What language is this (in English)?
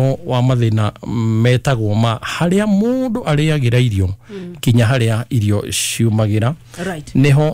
Kikuyu